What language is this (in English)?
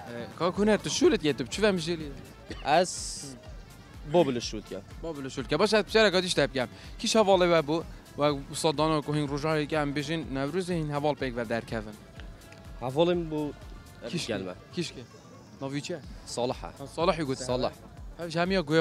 Kurdish